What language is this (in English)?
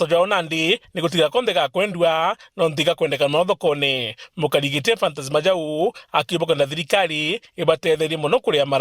Meru